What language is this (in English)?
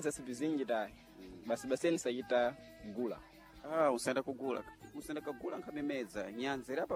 Sena